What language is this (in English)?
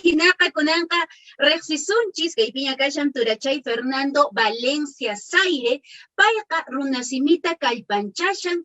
Quechua